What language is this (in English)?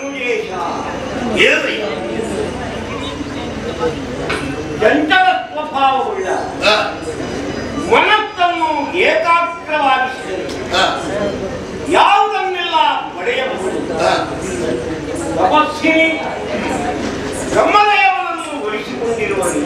Kannada